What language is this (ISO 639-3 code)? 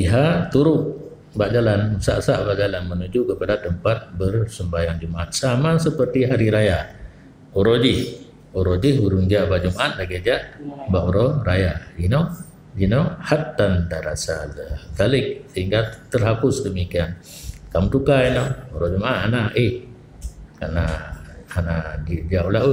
ace